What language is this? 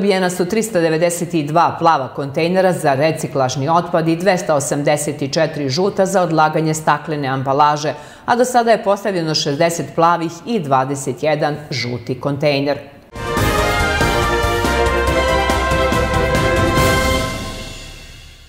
Serbian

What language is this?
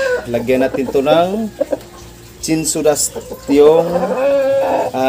Filipino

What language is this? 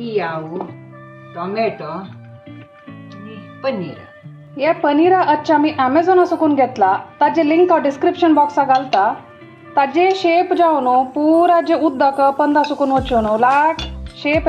Konkani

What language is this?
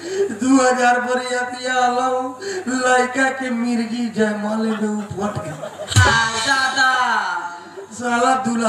Bhojpuri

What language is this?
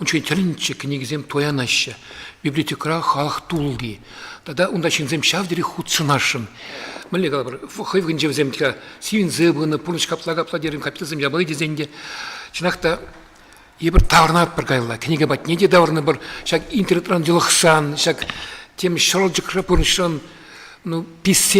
Chuvash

